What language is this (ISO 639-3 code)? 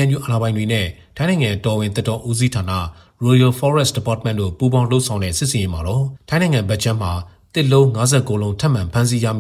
mya